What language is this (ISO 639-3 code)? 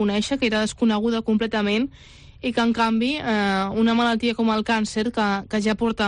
cat